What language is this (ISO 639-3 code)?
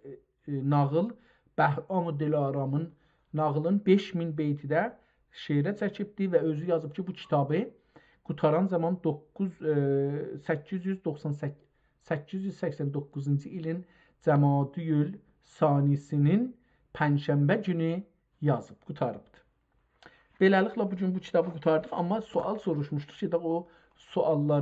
azb